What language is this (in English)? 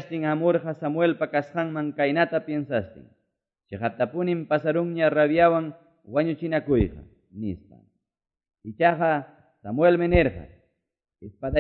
Quechua